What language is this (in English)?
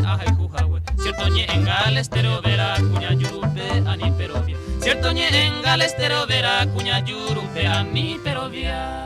Guarani